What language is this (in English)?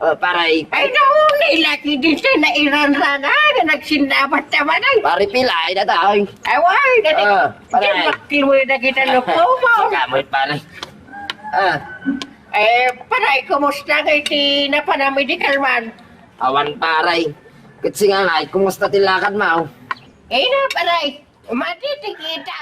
Iloko